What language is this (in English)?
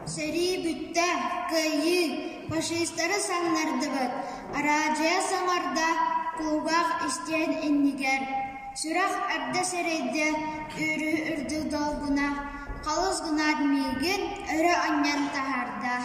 Yakut